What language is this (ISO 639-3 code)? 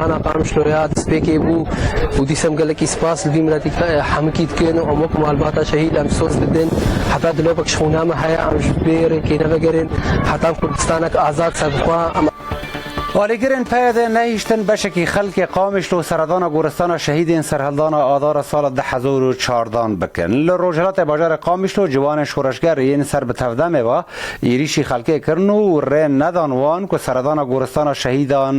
kur